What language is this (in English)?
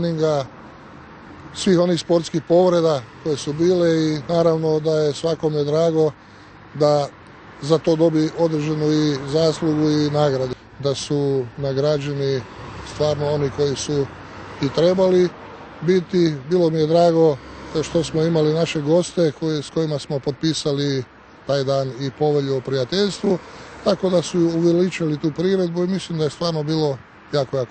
Croatian